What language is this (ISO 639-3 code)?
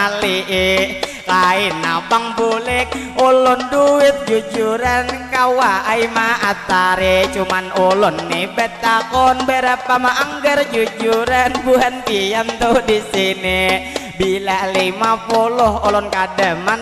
bjn